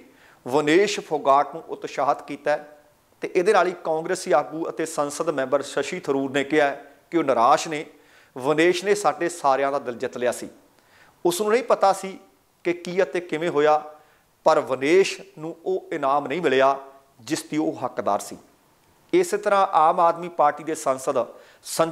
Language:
Punjabi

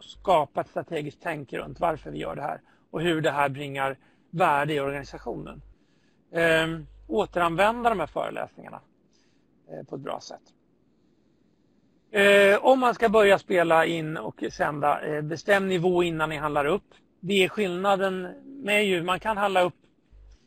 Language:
Swedish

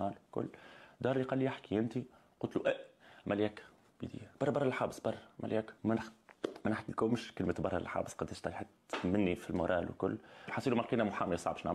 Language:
Tunisian Arabic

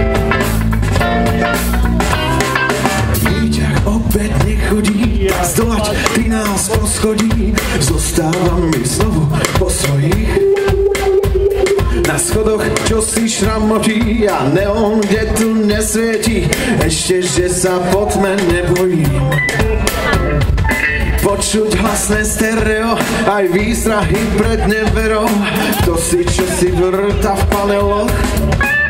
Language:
Slovak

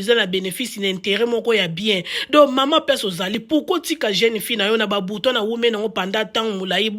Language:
Lingala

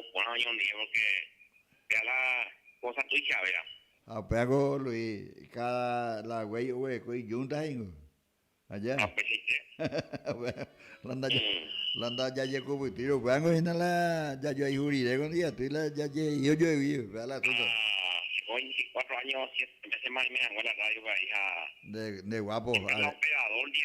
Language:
Guarani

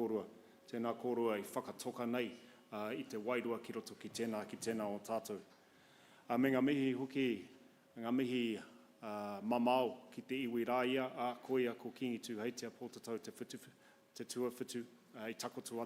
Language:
Māori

